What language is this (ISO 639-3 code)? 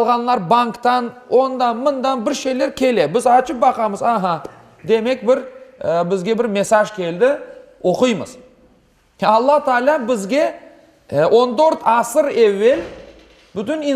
crh